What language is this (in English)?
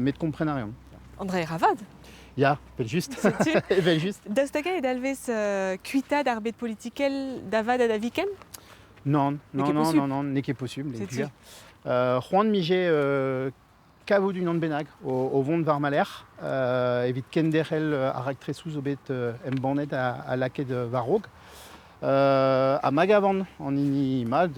Breton